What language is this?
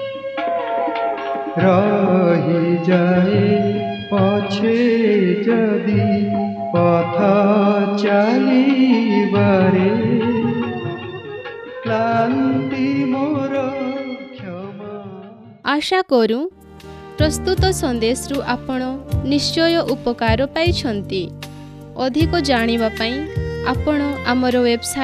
Odia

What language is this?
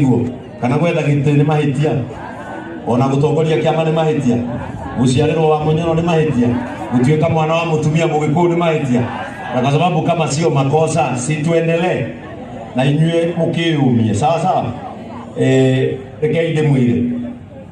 Kikuyu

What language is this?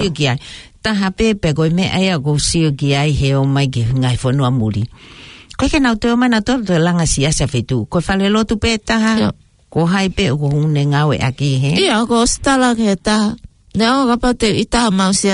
Tongan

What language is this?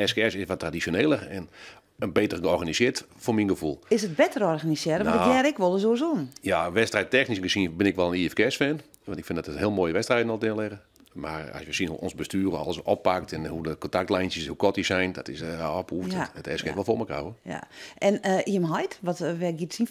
Western Frisian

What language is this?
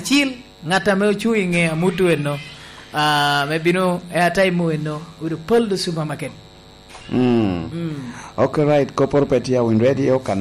Lango (Uganda)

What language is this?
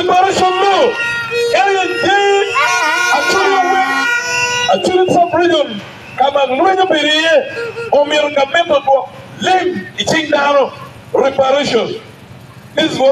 Acoli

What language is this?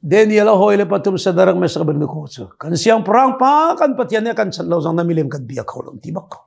Hakha Chin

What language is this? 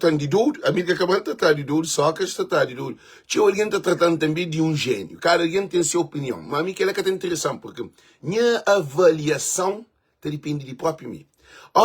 Kabuverdianu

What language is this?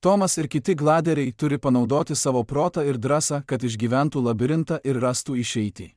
Lithuanian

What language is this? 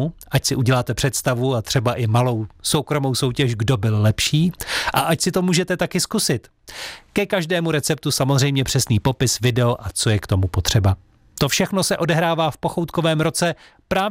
Czech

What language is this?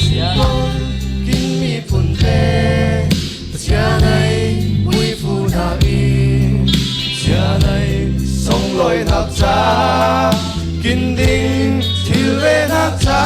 Falam Chin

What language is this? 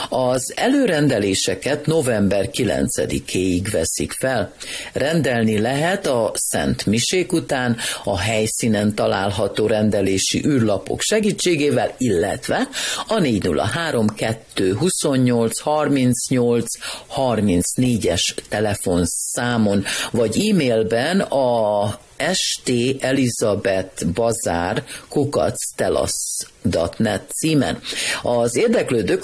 Hungarian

